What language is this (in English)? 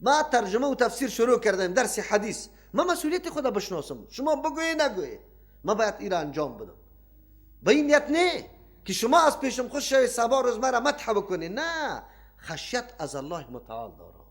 Persian